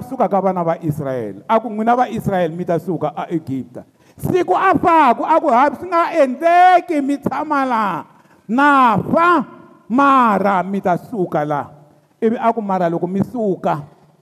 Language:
Tsonga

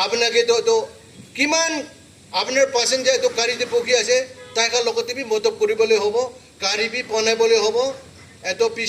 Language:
Naga Pidgin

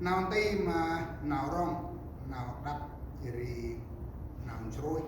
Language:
Central Mnong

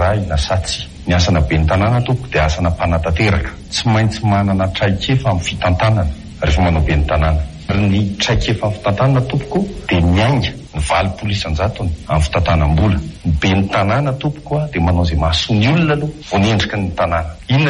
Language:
Malagasy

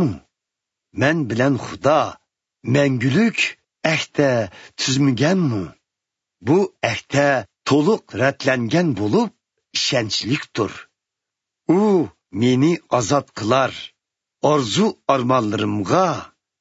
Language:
Uyghur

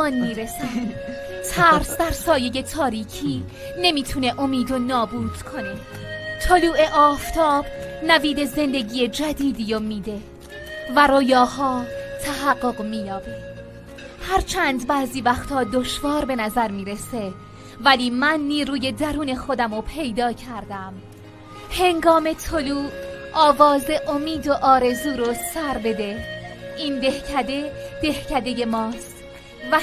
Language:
Persian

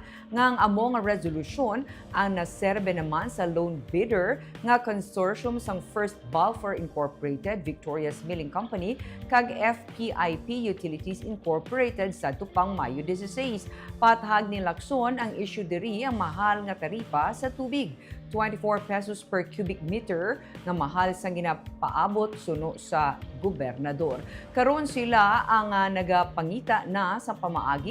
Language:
Hiligaynon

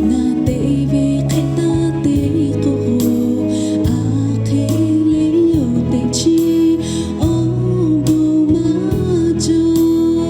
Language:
Lahu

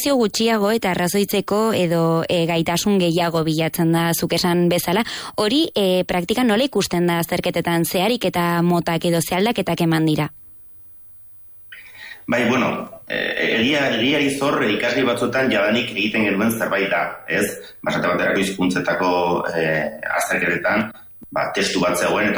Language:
Basque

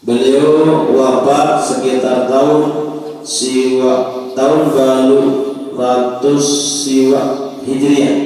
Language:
Sasak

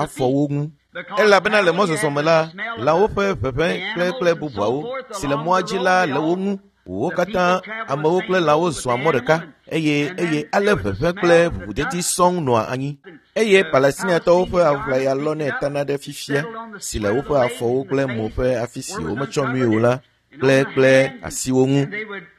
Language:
Ewe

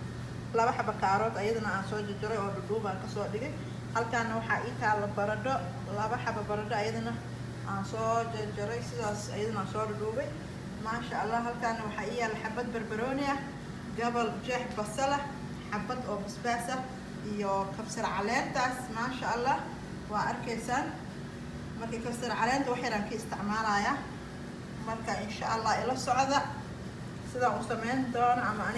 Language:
Somali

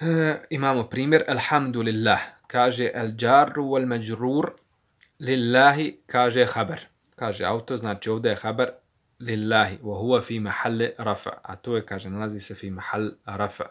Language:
Bosnian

